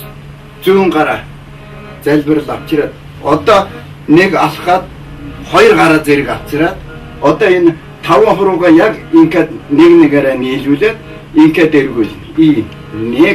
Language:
Mongolian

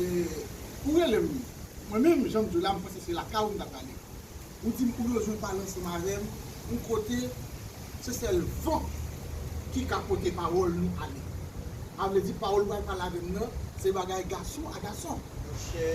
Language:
Haitian Creole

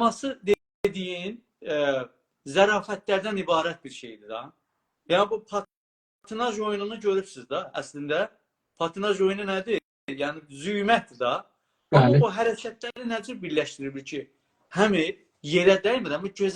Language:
South Azerbaijani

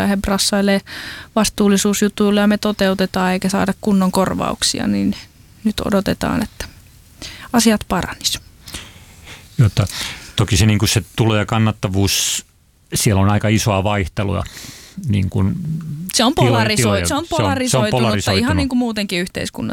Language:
Finnish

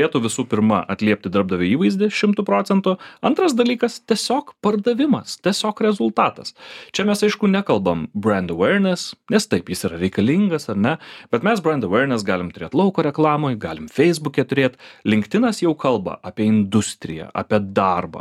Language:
Lithuanian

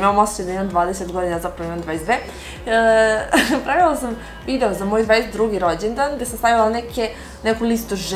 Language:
Serbian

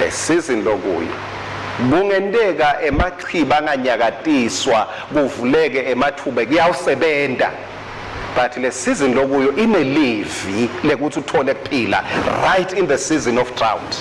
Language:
Swati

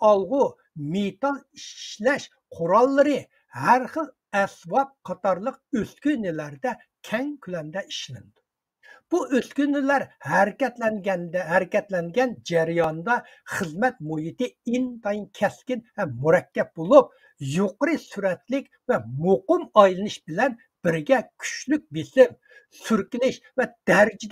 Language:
Uyghur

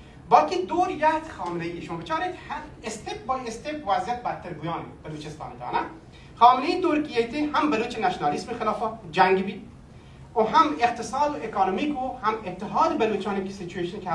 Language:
Baluchi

